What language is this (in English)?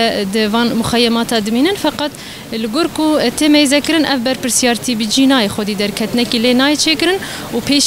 Kurdish